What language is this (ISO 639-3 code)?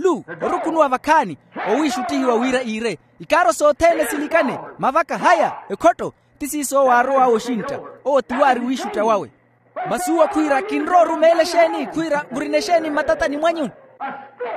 vmw